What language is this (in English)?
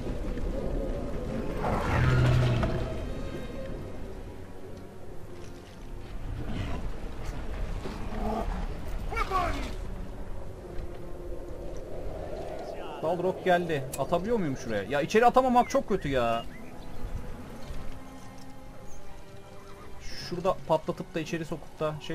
Turkish